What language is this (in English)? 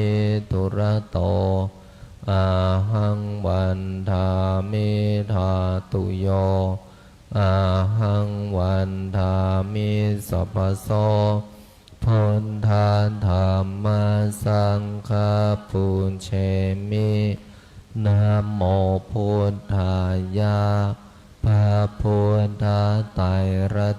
Pali